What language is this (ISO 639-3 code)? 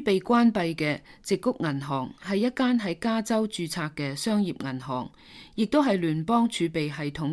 yue